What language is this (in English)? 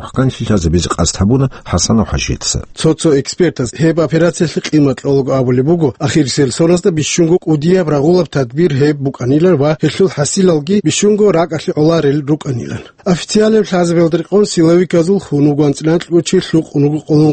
Avaric